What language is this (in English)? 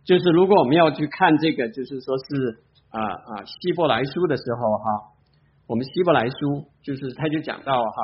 Chinese